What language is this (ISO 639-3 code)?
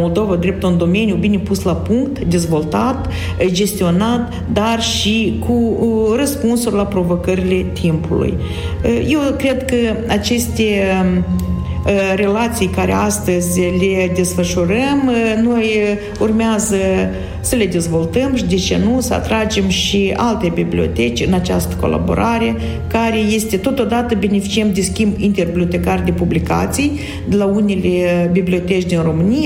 ron